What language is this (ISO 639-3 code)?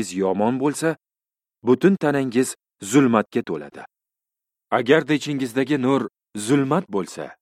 uzb